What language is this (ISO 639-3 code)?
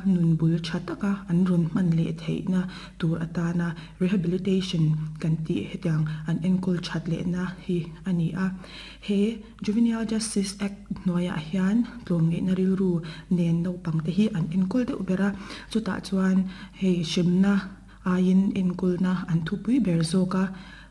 lus